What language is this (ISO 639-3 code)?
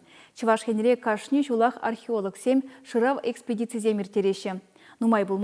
chv